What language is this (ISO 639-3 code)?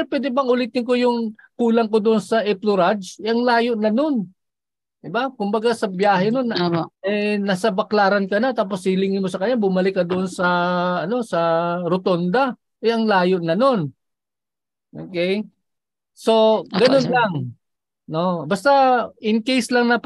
fil